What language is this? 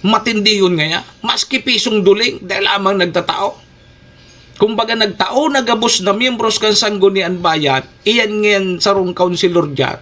Bikol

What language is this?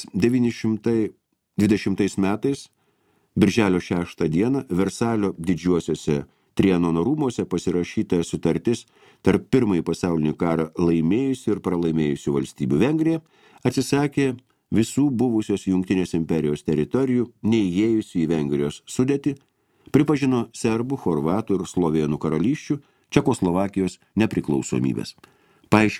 Lithuanian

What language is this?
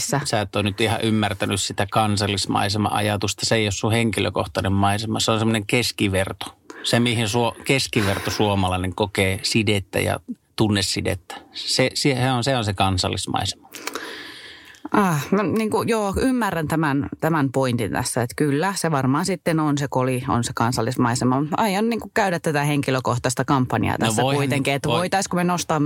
Finnish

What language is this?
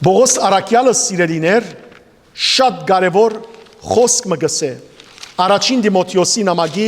Western Armenian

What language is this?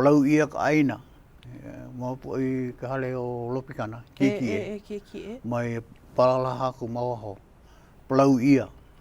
Hawaiian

